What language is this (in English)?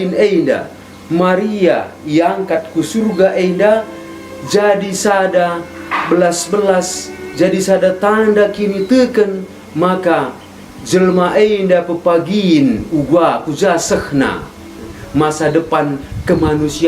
Batak Karo